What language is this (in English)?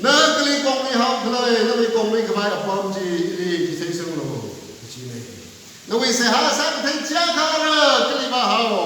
Tangkhul Naga (India)